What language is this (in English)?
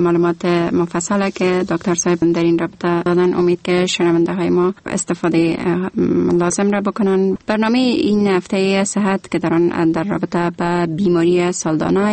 Persian